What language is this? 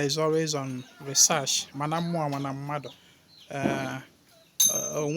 Igbo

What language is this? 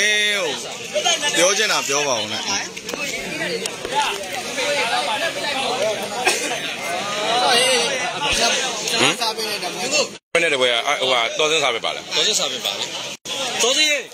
Burmese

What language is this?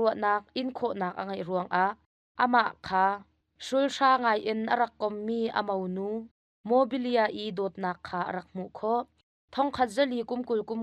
Hakha Chin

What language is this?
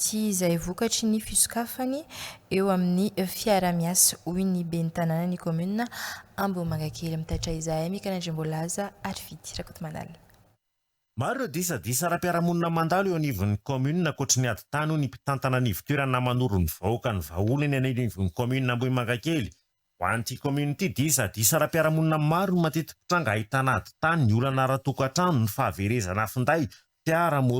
Malagasy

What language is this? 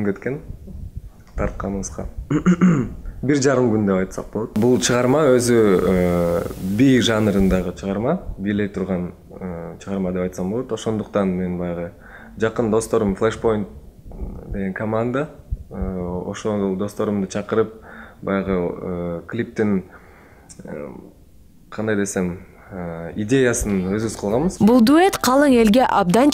Kyrgyz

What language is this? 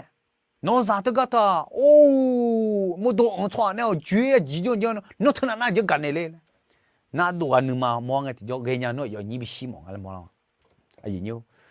Akha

